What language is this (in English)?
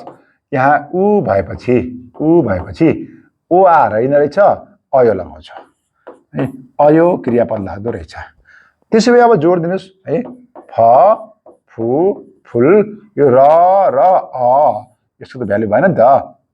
Nepali